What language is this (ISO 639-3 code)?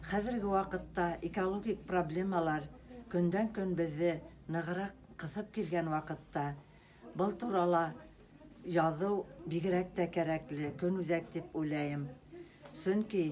bak